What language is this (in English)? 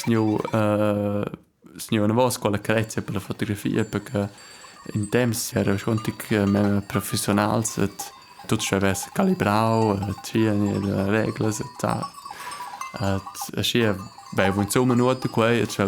Romansh